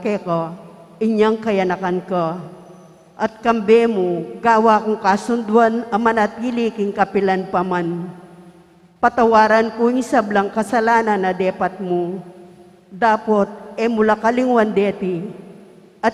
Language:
Pampanga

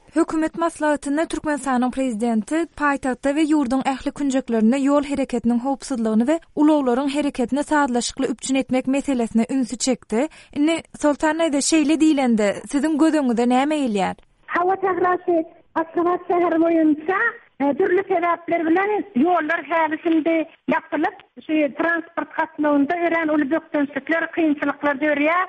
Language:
Turkmen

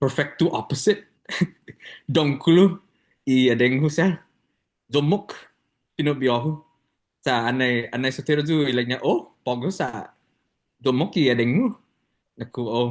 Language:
Chamorro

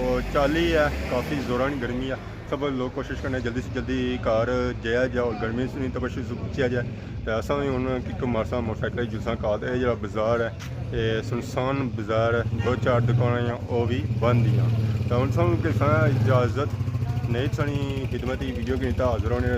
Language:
Pahari-Potwari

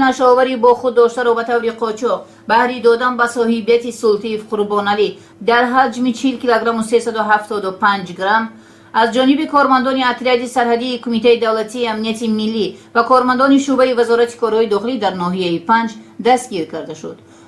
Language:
Tajik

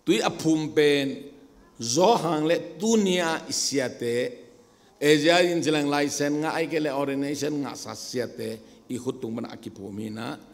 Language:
Tedim Chin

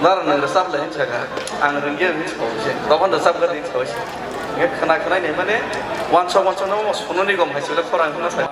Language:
Kok Borok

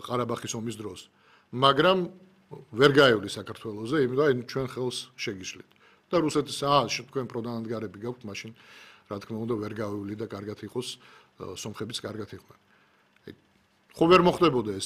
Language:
Georgian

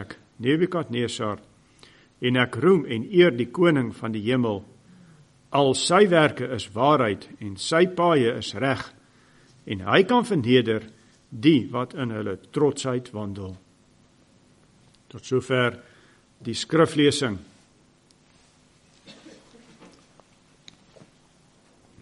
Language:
Afrikaans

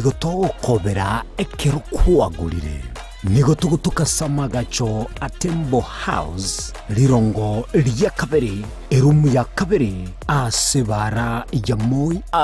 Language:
Gusii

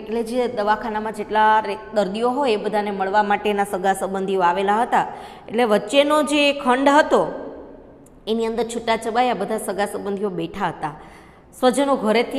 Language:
Gujarati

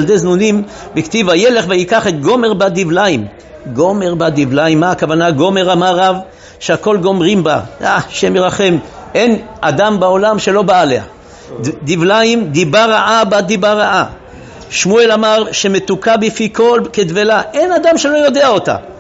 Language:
Hebrew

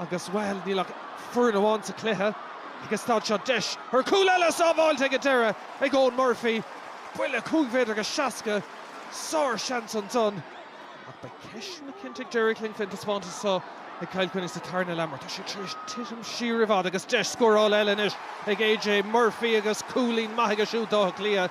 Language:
Irish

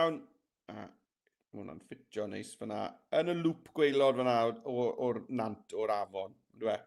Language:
Welsh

